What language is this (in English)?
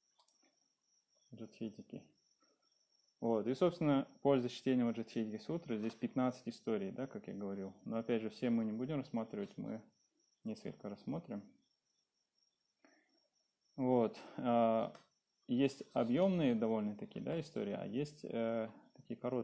Russian